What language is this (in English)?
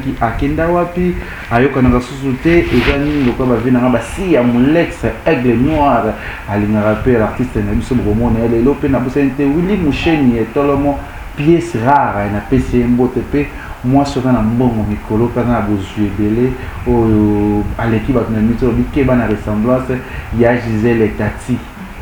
Lingala